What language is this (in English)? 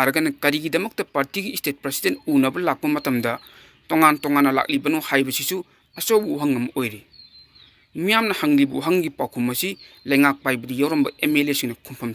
Manipuri